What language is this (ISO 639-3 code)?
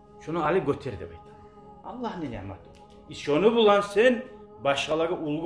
kum